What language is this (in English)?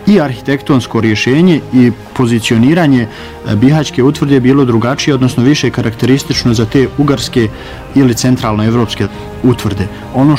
Bosnian